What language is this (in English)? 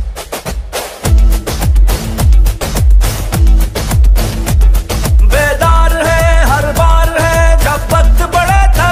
Hindi